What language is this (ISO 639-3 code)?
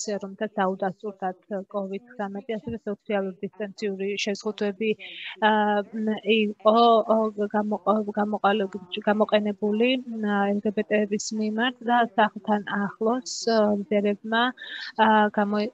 kat